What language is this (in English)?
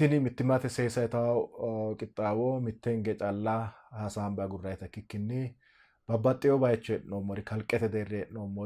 Sidamo